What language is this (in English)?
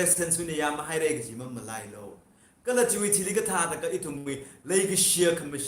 Tangkhul Naga (India)